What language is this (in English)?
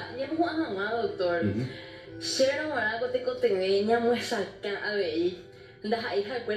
Guarani